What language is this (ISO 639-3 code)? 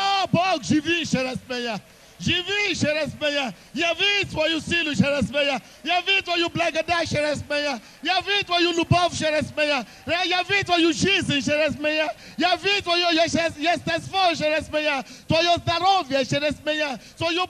rus